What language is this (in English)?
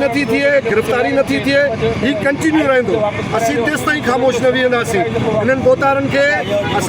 Sindhi